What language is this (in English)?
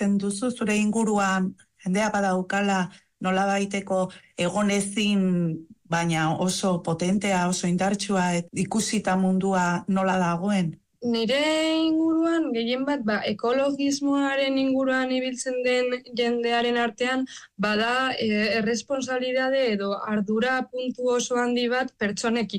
Basque